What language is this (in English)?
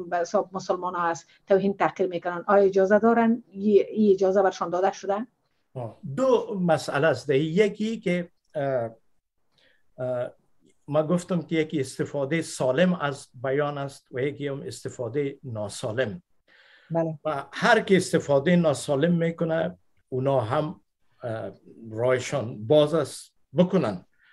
Persian